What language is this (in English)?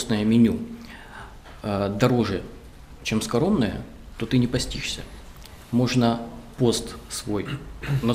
Russian